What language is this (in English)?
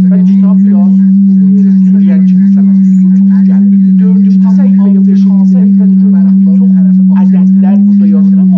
South Azerbaijani